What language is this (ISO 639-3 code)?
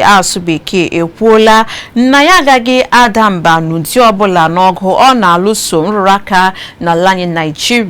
ibo